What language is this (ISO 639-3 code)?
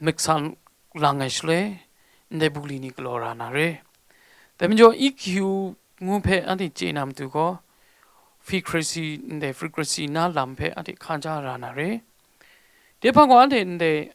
kac